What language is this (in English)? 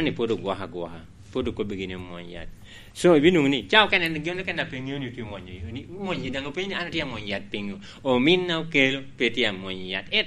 Lango (Uganda)